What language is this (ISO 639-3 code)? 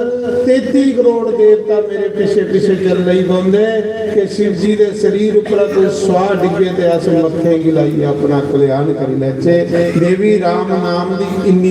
doi